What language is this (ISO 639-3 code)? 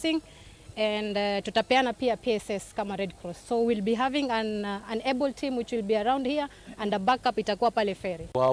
kam